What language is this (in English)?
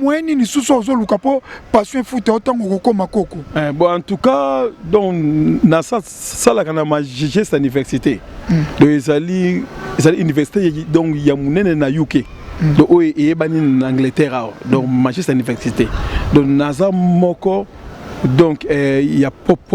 Lingala